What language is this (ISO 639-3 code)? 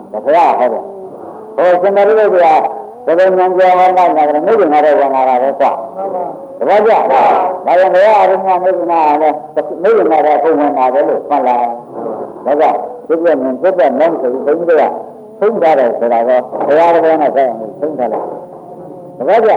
mya